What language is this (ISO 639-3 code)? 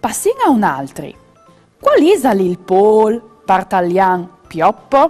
fur